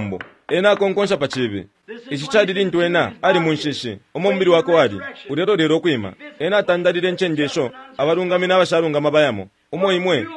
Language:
Bemba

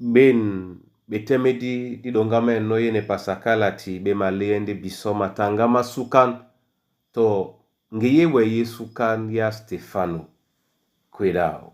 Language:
Duala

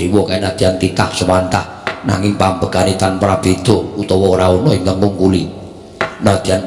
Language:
Javanese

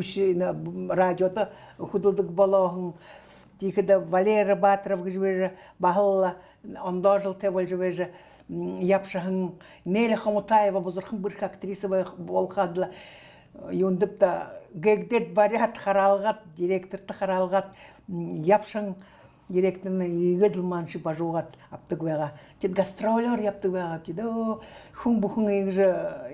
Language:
Buriat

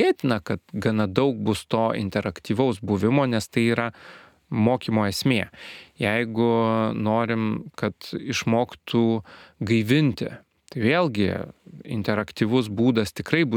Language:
Lithuanian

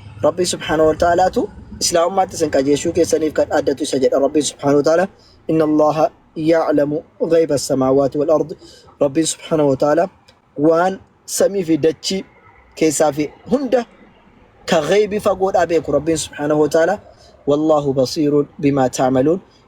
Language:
Oromo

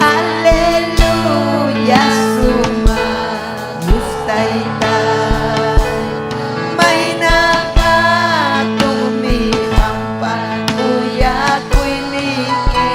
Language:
Ayacucho Quechua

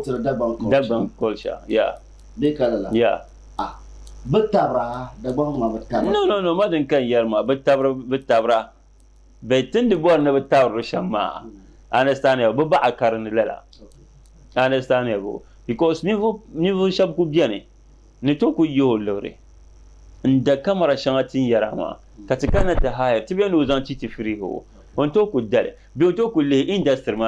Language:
Dagbani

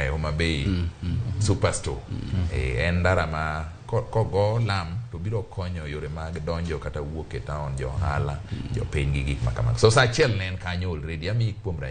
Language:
Luo (Kenya and Tanzania)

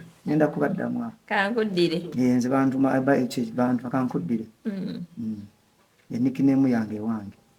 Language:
Ganda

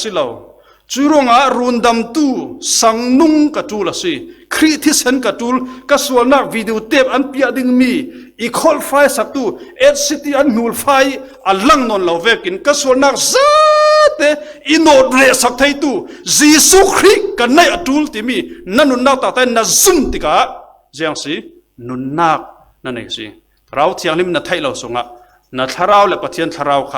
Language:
Falam Chin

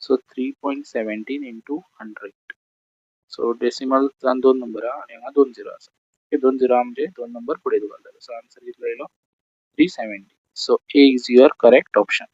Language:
Konkani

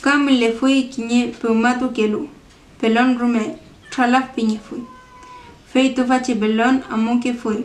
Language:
Mapuche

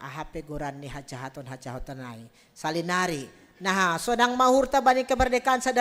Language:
Batak Simalungun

